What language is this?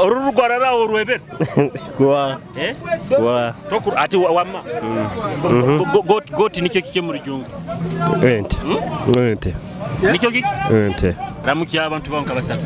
Nyoro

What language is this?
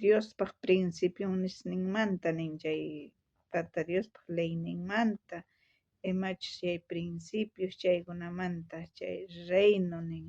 South Bolivian Quechua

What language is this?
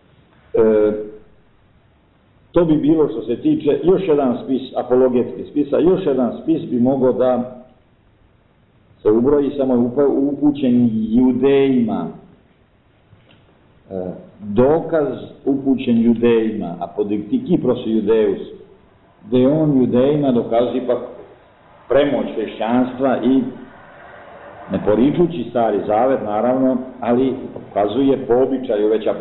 Serbian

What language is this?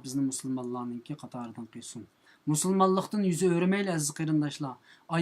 Uyghur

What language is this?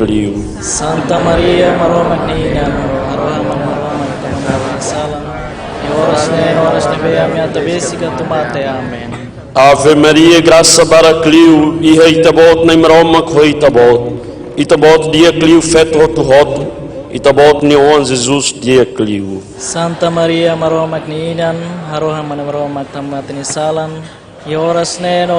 Tetum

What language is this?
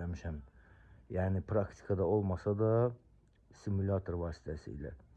Azerbaijani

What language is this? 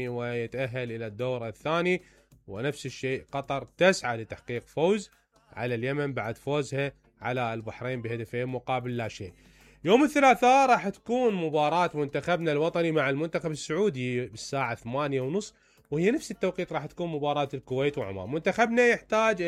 Mesopotamian Arabic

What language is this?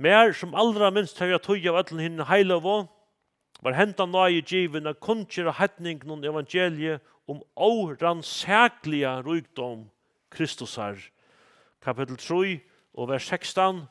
Faroese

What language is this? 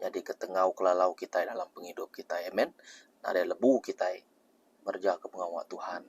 Iban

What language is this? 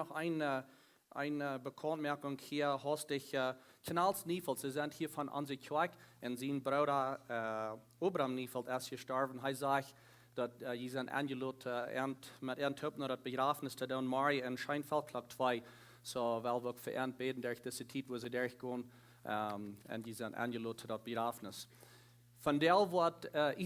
Plautdietsch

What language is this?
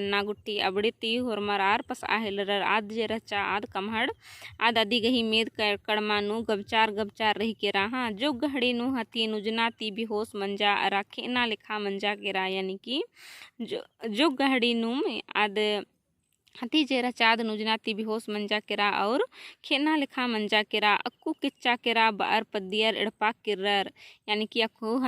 Kurukh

